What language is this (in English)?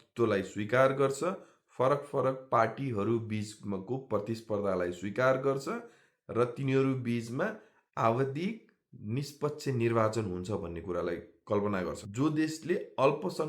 Nepali